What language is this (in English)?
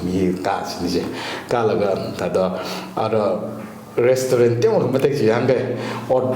Tangkhul Naga (India)